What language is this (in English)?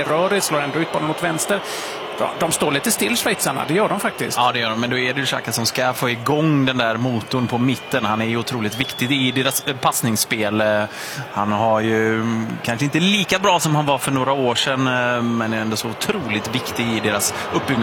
Swedish